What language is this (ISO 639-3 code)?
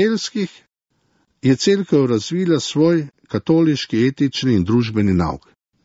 slv